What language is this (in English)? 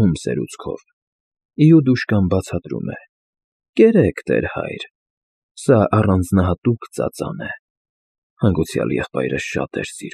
Armenian